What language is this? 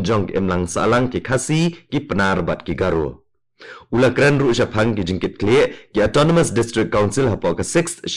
Khasi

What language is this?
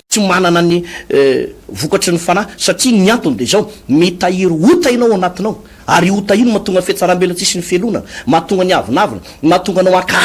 Malagasy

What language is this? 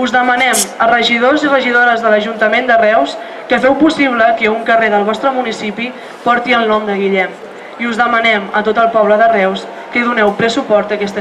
Catalan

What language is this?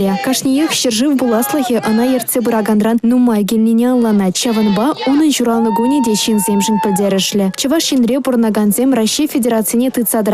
Chuvash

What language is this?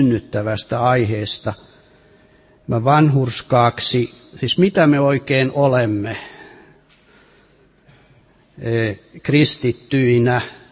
Finnish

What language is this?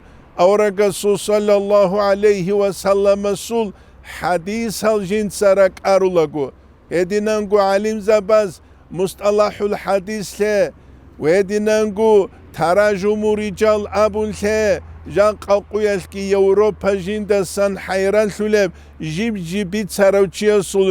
Avaric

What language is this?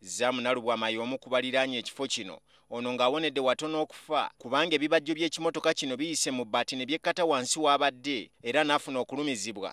Ganda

